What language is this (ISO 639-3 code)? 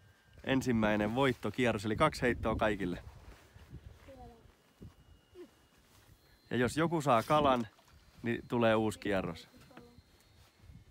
fin